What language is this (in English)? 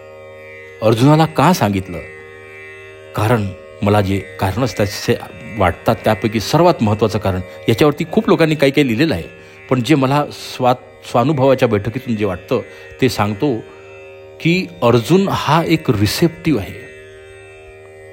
Marathi